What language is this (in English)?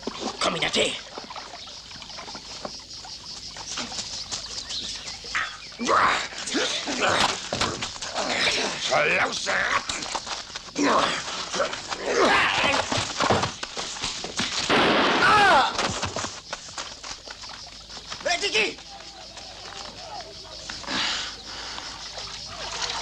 German